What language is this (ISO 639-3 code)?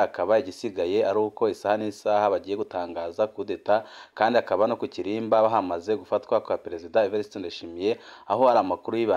run